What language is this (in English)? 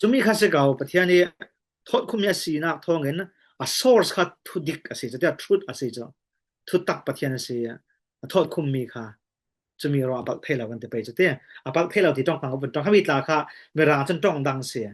Falam Chin